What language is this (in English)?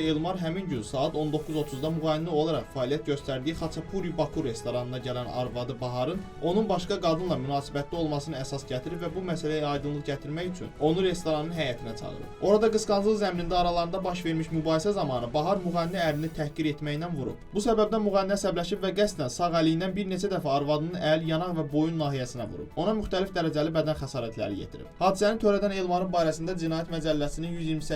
Azerbaijani